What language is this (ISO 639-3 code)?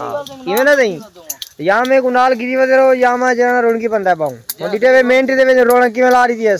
skr